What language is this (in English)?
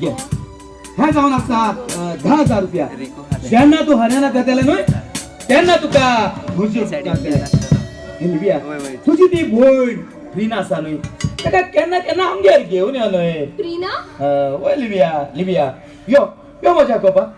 Konkani